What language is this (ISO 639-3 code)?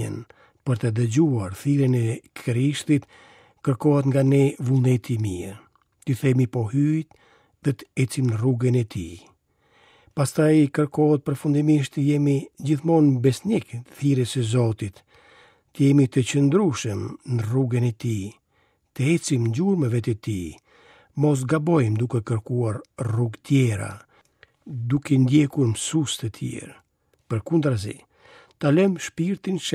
sqi